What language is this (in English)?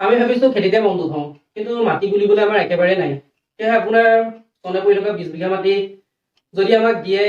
Assamese